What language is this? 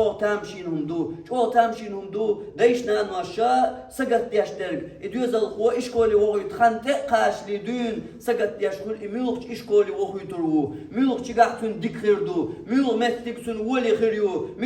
Chechen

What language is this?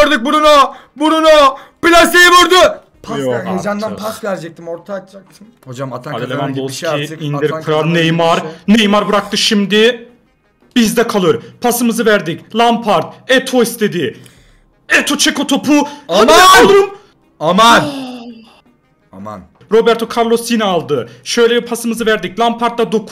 Turkish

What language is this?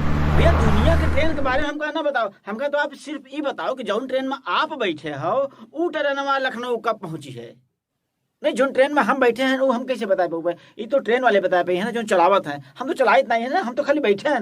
Awadhi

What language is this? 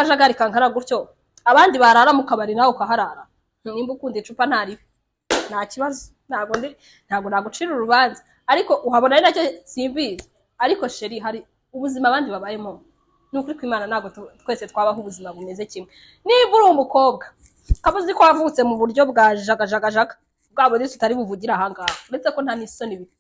Kinyarwanda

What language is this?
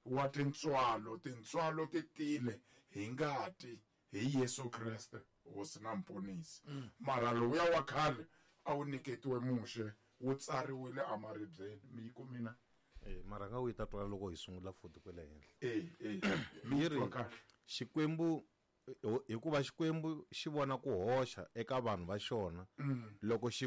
Tsonga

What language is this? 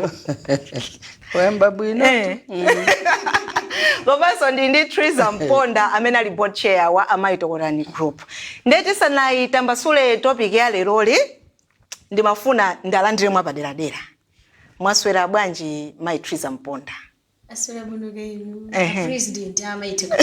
Nyanja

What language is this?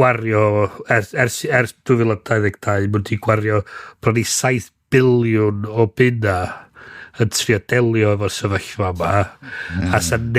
Welsh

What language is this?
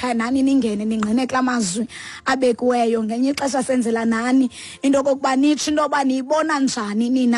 Xhosa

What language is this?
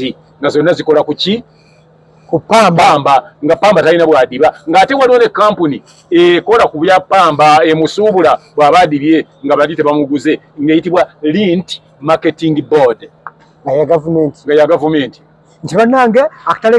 Ganda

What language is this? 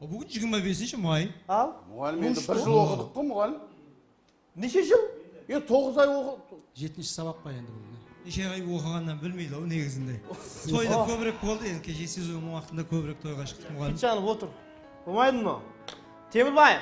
Kara-Kalpak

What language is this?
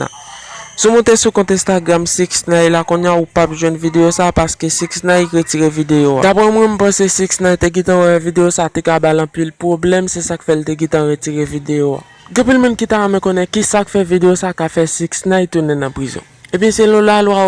Haitian Creole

